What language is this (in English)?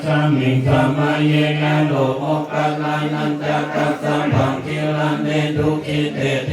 Pali